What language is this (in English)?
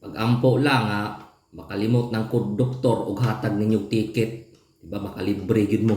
Cebuano